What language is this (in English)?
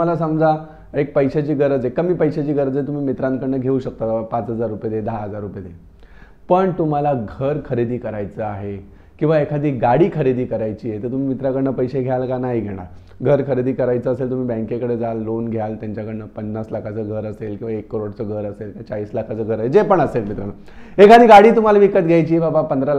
Marathi